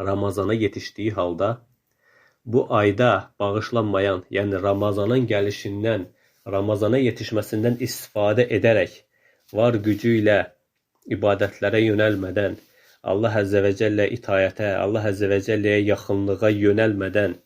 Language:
Azerbaijani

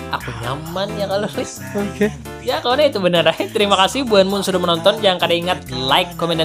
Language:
Banjar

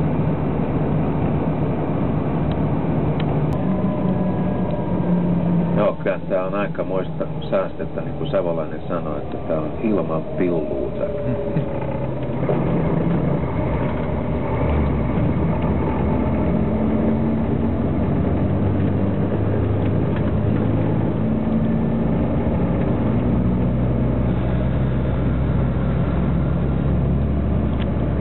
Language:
Finnish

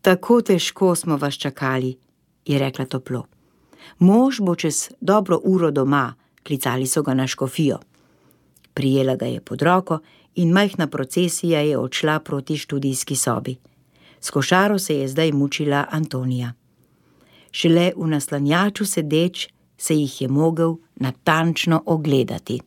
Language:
Slovenian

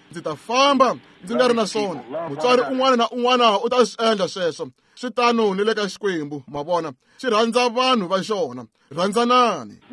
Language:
Tsonga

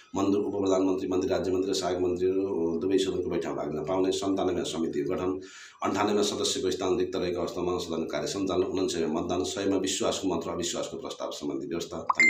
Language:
Nepali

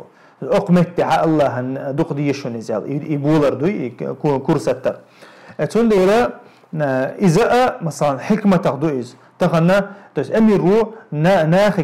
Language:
Chechen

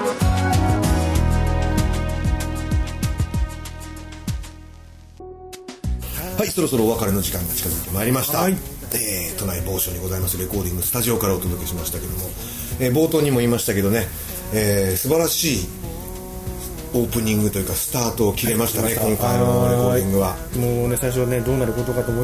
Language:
Japanese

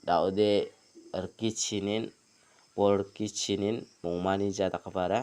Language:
Garo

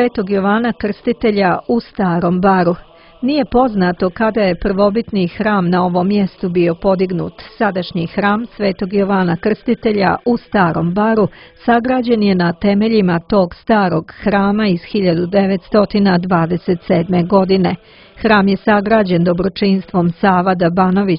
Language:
Serbian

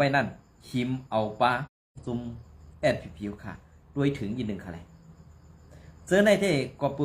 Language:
Shan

